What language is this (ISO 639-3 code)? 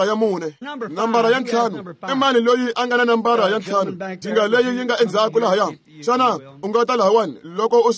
tso